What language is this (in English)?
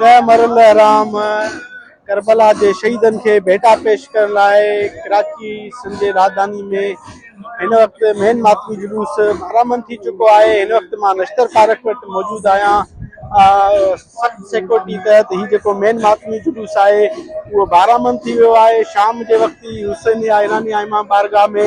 Sindhi